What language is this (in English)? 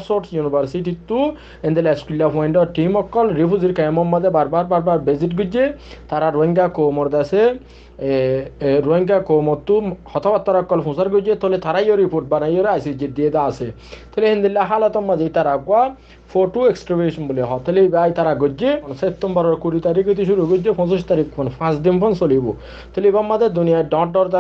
Rohingya